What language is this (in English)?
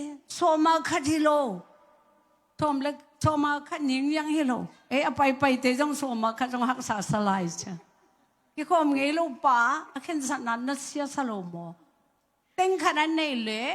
Tedim Chin